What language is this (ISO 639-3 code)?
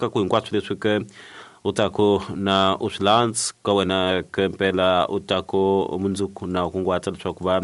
tso